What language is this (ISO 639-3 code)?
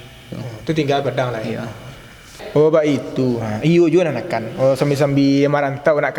min